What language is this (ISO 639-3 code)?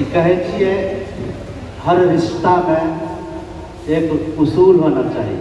anp